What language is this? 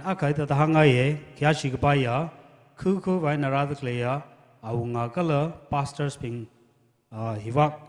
Tangkhul Naga (India)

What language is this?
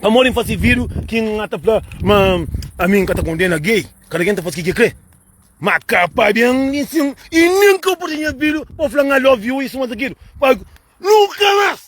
Kabuverdianu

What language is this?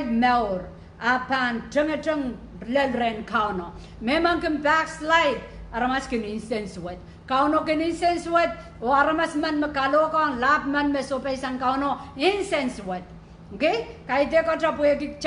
Pohnpeian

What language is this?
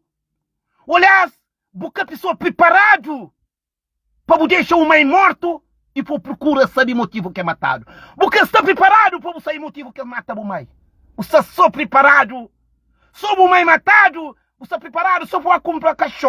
Kabuverdianu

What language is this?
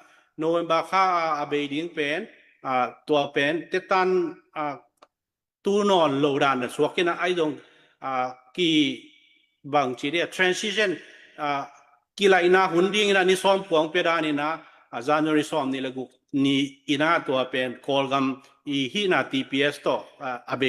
Tedim Chin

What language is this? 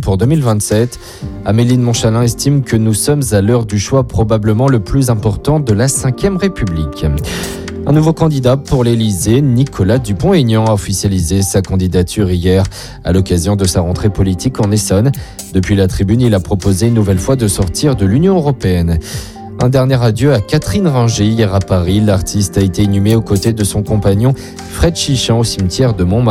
French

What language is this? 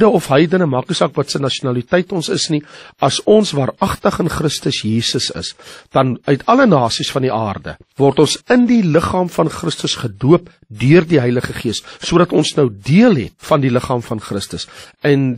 Afrikaans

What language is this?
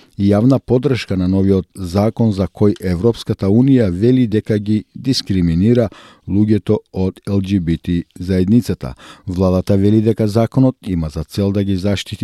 Macedonian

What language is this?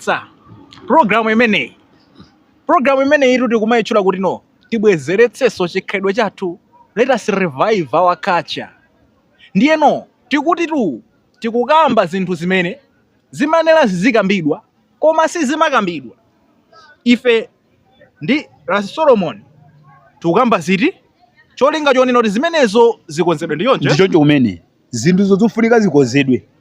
Nyanja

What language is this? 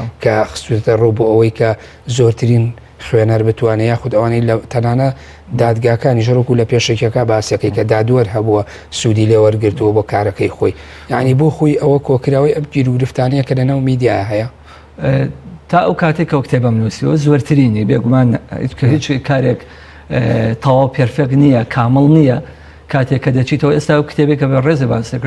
Central Kurdish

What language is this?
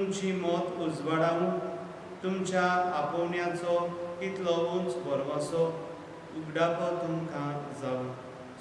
Konkani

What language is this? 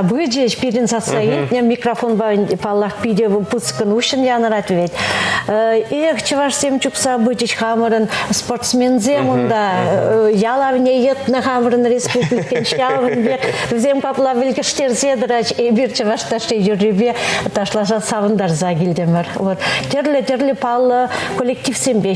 Chuvash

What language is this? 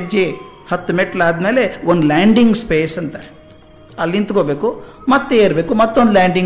Kannada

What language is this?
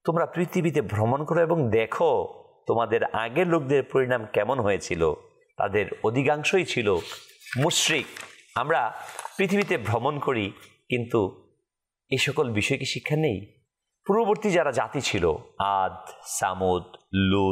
Bangla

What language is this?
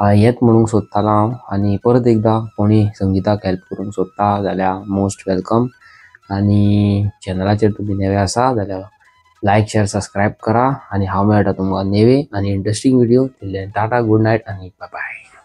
Konkani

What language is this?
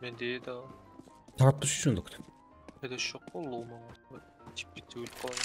Kara-Kalpak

